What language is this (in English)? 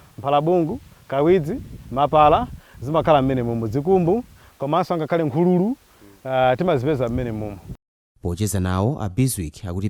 Nyanja